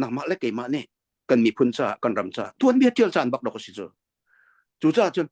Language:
Hakha Chin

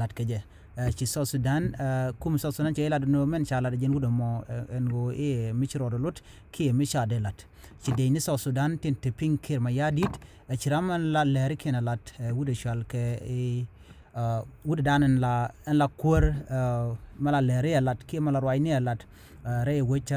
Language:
Nuer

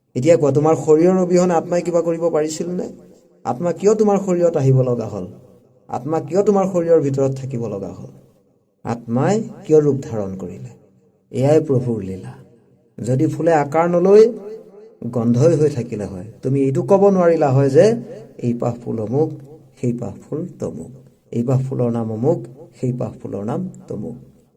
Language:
Assamese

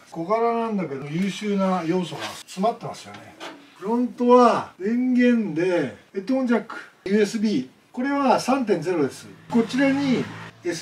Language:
Japanese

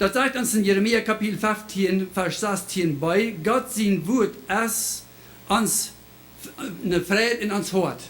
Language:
Plautdietsch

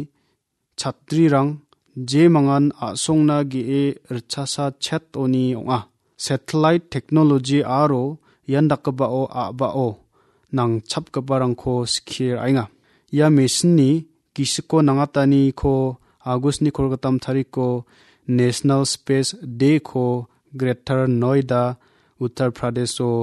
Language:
Garo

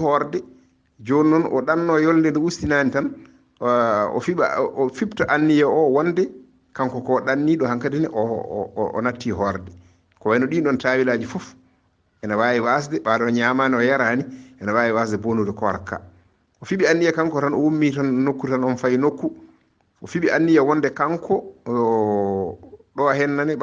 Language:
Fula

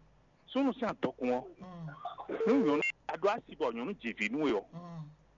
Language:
Fon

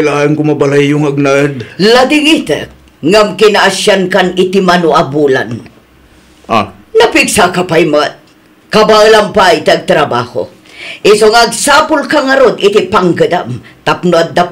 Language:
Iloko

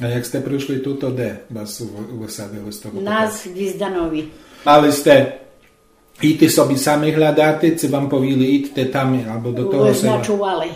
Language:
Rusyn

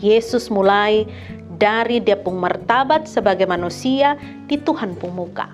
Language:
Kupang Malay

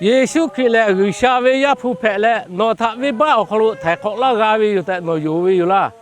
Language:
Lahu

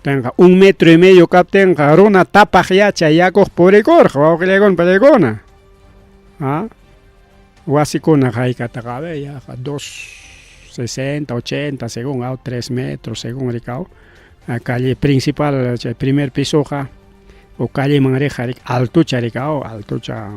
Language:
Ayacucho Quechua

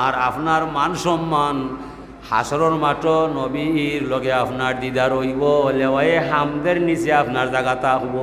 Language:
Sylheti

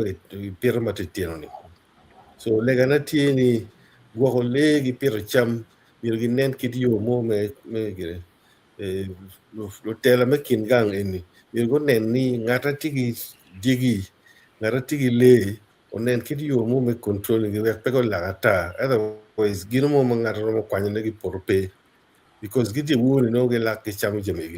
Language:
Acoli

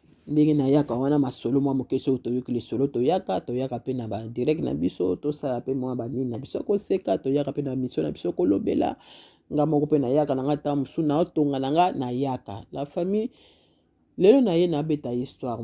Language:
Lingala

